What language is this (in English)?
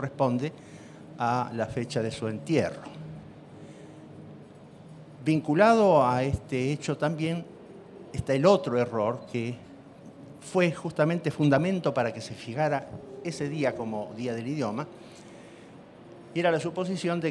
Spanish